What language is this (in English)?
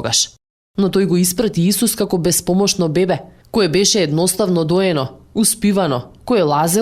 Macedonian